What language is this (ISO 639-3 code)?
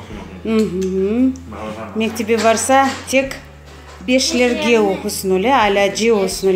crh